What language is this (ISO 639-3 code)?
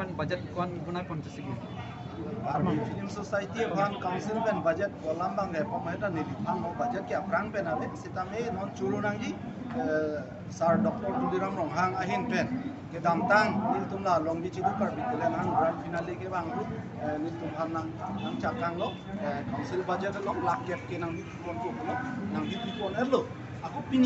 mjw